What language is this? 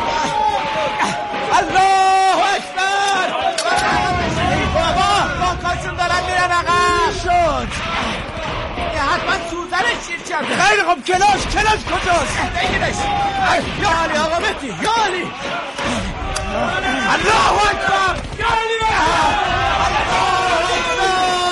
Persian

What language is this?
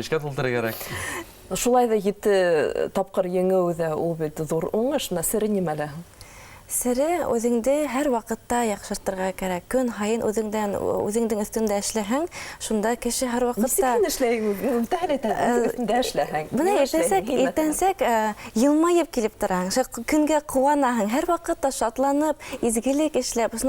Bashkir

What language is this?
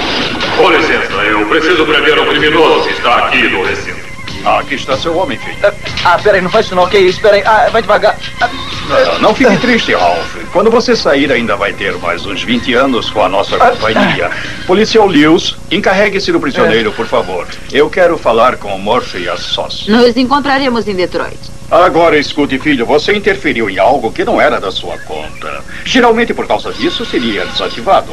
Portuguese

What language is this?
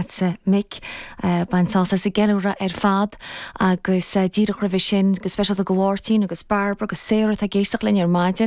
Irish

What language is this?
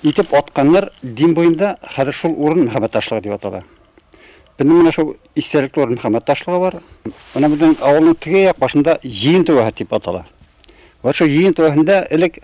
Bashkir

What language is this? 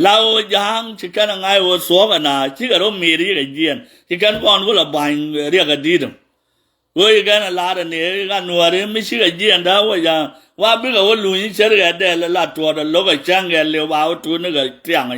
Nuer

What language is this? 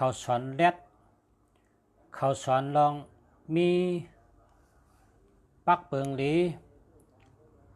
Shan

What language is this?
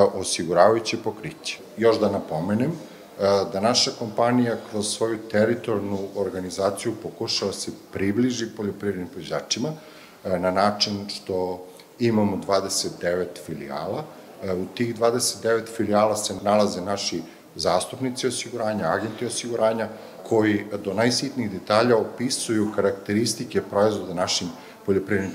Serbian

